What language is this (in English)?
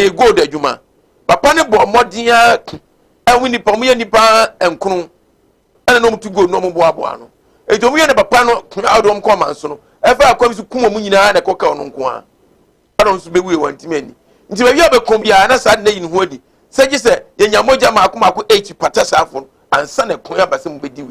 Akan